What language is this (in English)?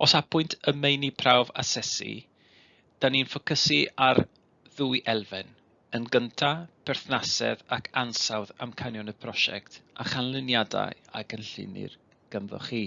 Welsh